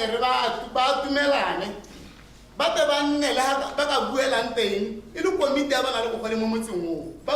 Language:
Tswana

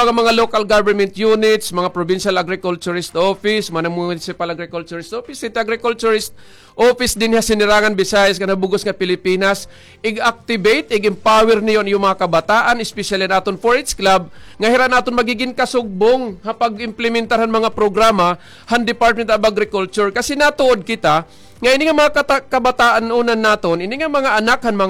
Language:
Waray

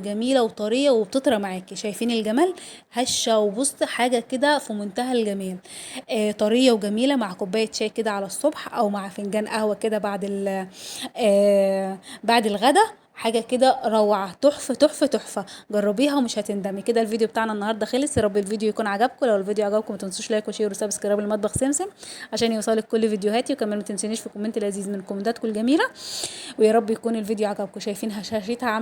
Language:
Egyptian Arabic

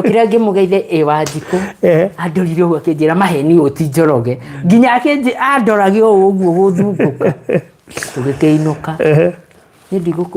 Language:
Kikuyu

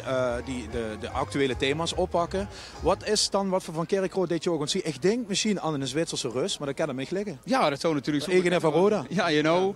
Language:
Limburgish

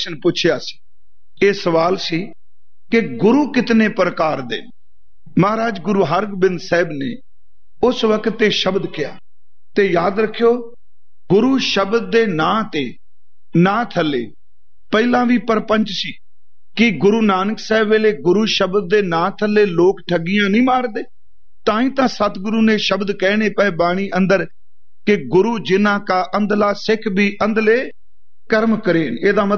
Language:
Punjabi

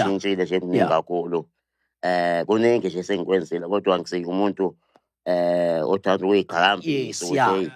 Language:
Zulu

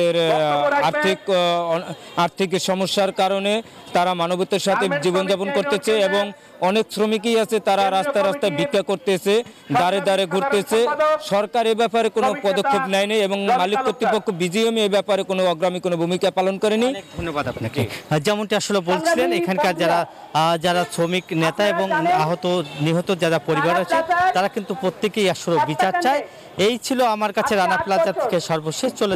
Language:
Bangla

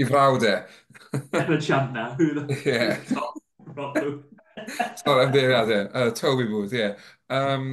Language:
Welsh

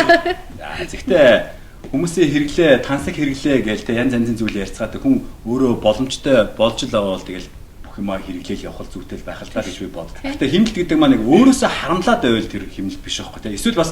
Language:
Mongolian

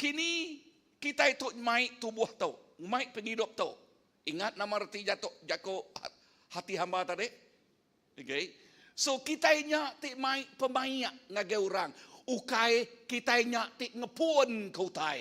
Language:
Iban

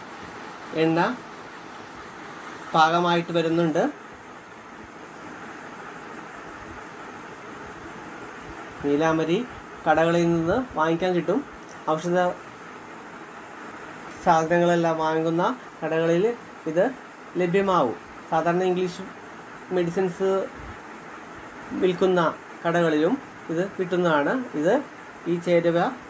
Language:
Malayalam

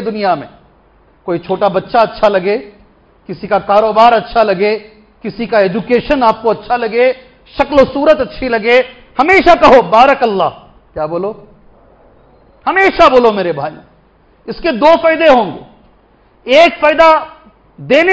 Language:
Urdu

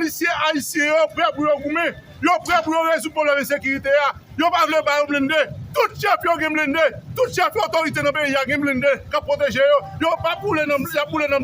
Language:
Haitian Creole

